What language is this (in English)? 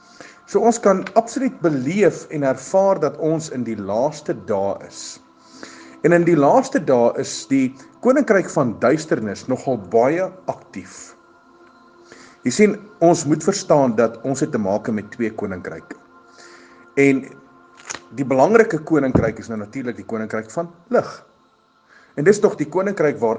Afrikaans